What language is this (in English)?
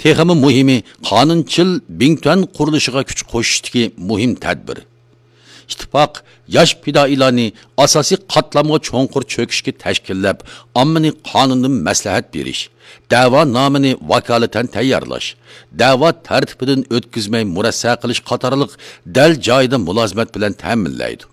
Uyghur